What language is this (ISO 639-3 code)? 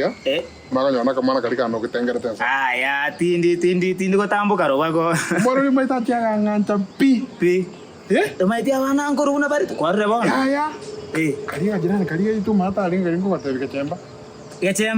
guz